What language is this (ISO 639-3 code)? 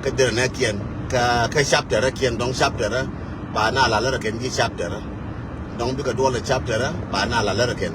nus